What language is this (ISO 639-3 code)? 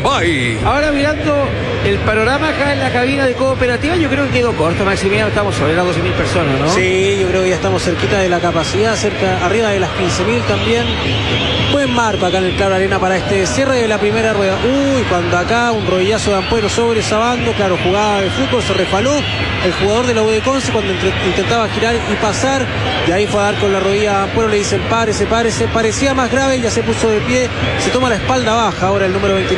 spa